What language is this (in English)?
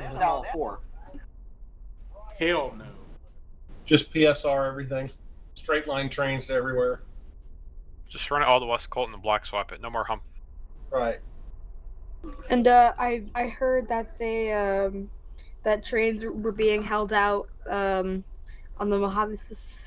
English